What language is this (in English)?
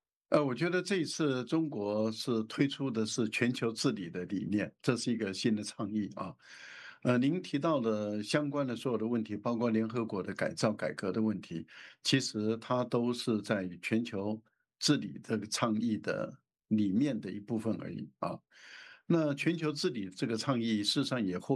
Chinese